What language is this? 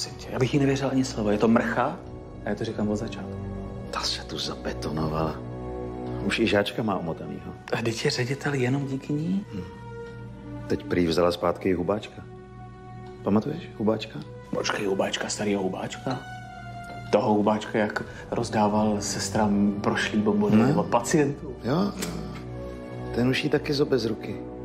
Czech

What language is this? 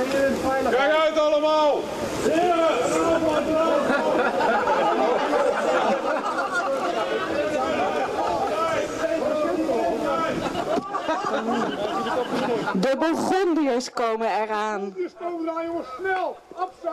Dutch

